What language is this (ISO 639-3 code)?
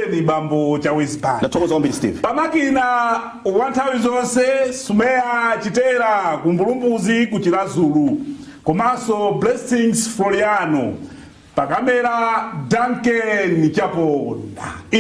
nya